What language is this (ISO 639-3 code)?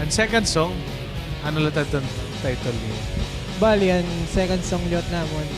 war